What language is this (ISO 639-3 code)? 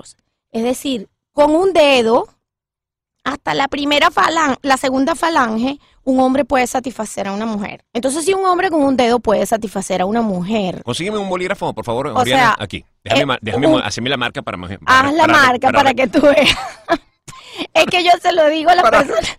spa